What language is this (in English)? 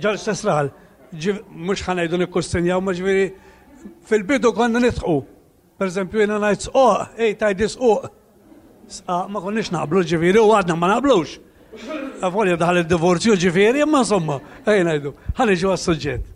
Maltese